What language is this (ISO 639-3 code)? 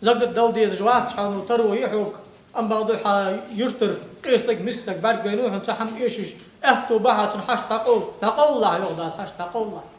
inh